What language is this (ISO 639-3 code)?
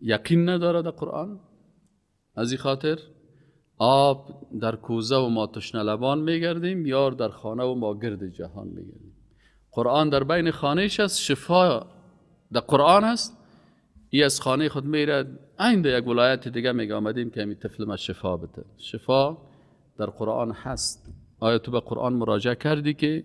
fas